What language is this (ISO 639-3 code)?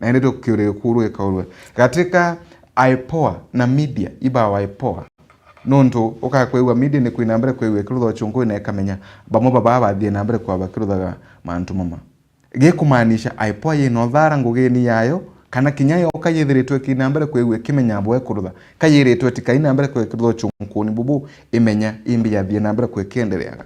mer